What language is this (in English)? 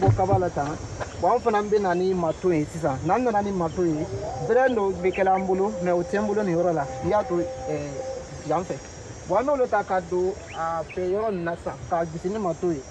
Bambara